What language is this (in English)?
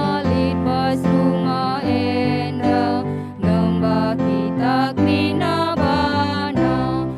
Batak Karo